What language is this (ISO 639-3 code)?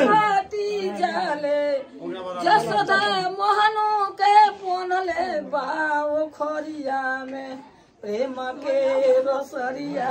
bho